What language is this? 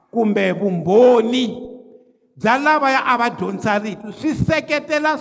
Tsonga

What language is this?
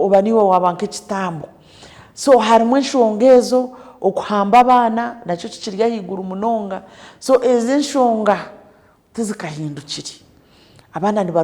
Nyankole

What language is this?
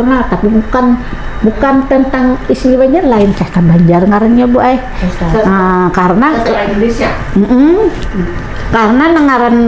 Banjar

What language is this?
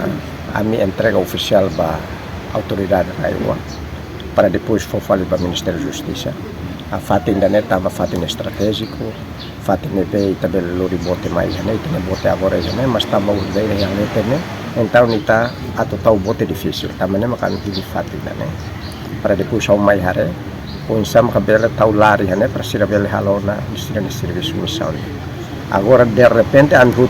Tetum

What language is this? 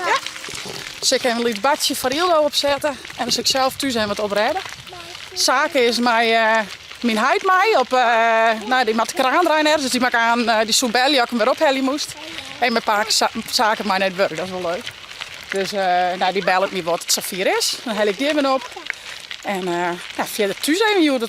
Western Frisian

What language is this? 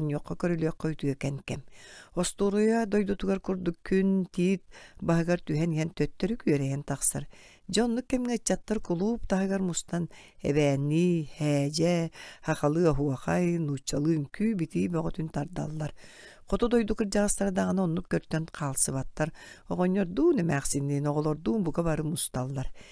Yakut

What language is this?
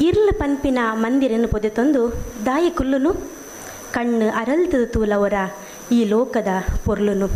Tulu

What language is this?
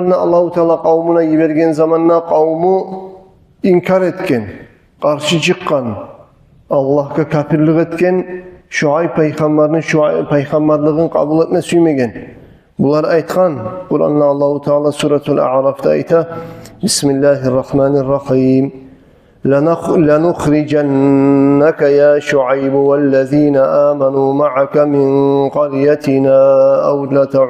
Kumyk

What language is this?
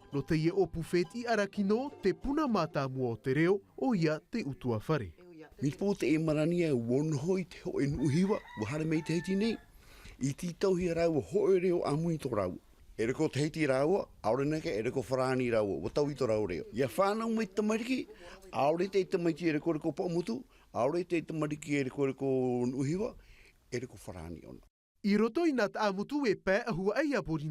Tahitian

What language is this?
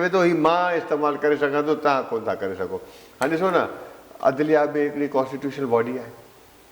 Sindhi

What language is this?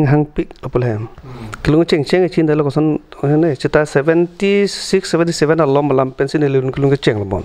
Karbi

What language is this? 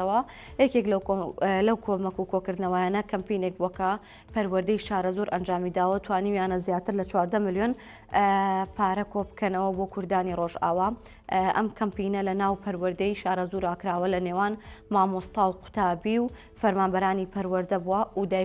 Central Kurdish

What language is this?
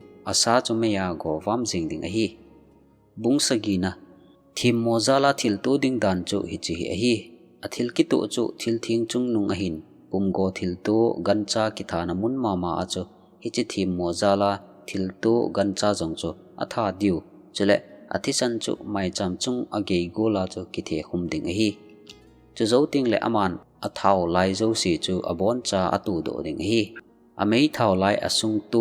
Thado Chin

